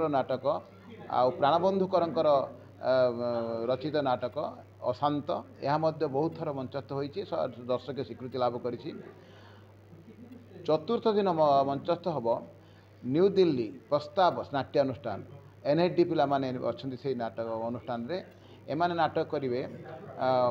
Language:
Odia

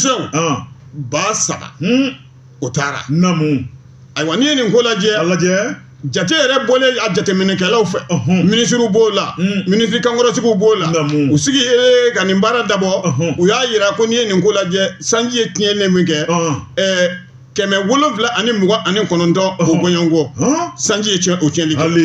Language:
Bambara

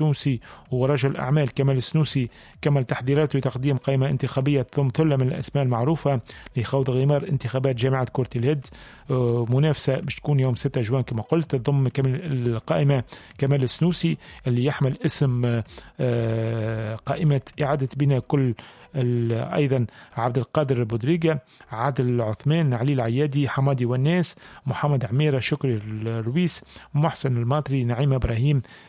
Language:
Tunisian Arabic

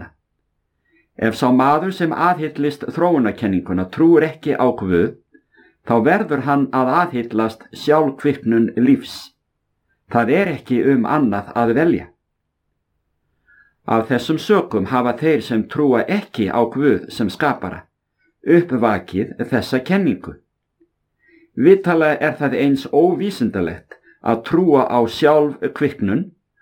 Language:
Icelandic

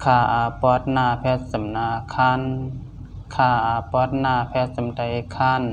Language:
Shan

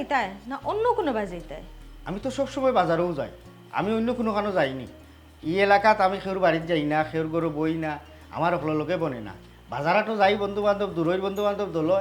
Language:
Sylheti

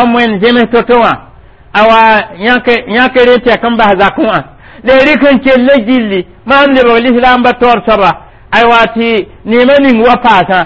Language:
Mossi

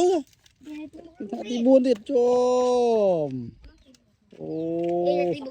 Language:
Khmer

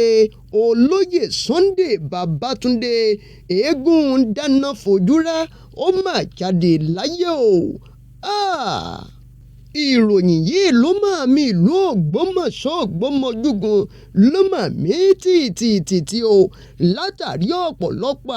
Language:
Yoruba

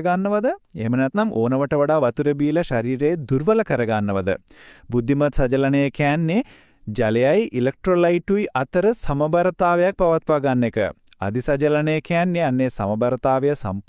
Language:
Sinhala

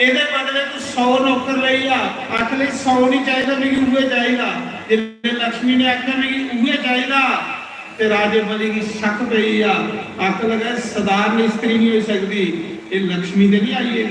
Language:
Dogri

